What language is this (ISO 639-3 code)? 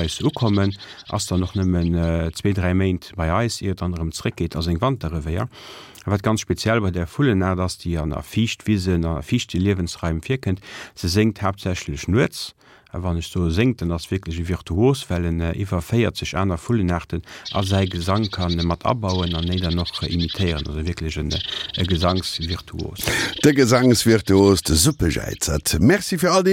ltz